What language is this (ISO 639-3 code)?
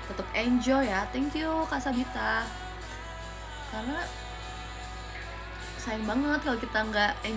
ind